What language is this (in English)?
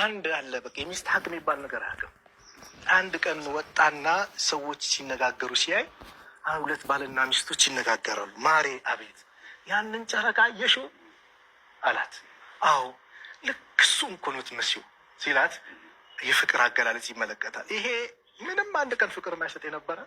Amharic